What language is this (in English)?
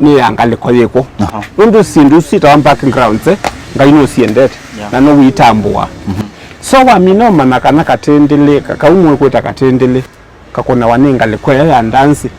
Kamba